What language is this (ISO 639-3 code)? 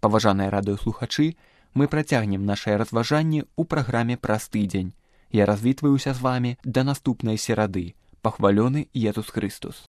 bel